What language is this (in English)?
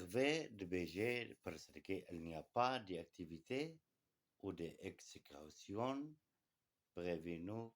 Kurdish